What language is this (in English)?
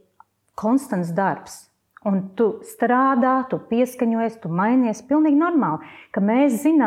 Latvian